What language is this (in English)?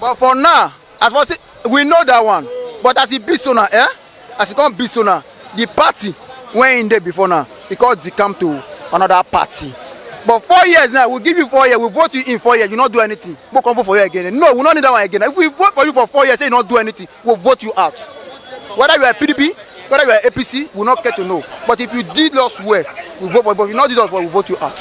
Nigerian Pidgin